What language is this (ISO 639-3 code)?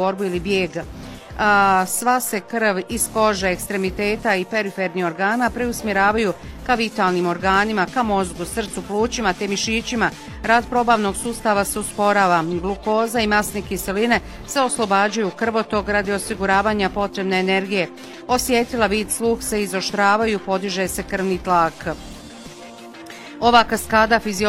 bos